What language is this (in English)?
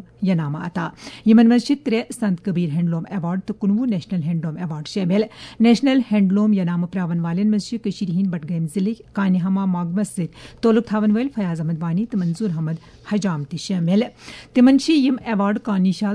Kashmiri